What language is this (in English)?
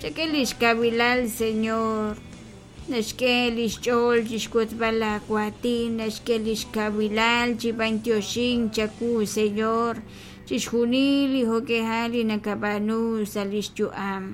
Kekchí